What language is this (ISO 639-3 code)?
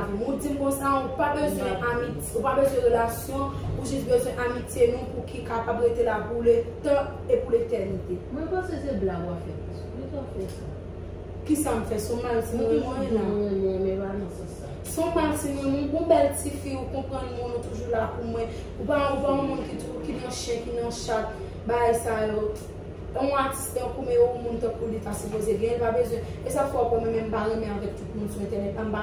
hat